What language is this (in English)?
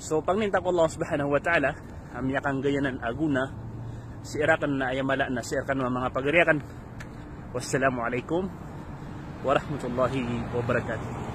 Maranao